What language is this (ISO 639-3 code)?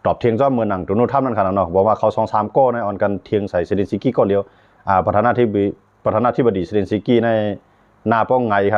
shn